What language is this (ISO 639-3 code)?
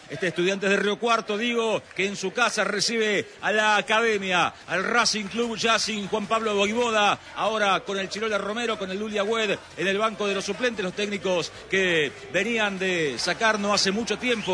spa